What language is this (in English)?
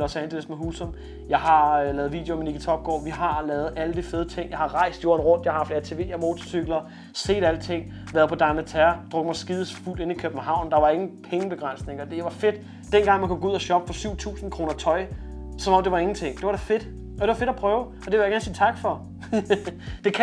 Danish